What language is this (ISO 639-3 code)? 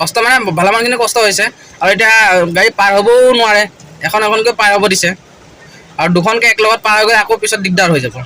asm